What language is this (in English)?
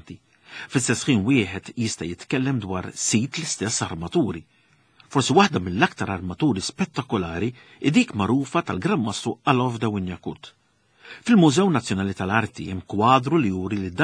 Maltese